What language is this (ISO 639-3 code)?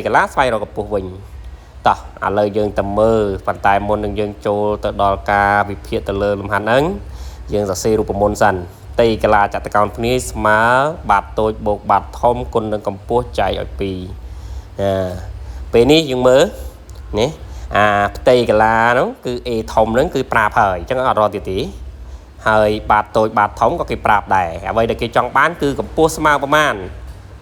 khm